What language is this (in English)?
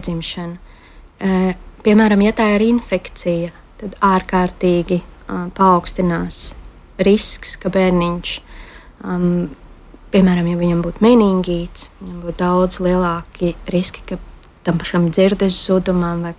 Latvian